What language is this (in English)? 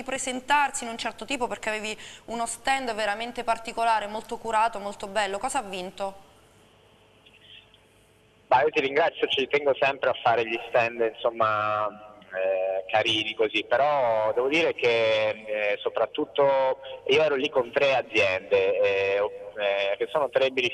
Italian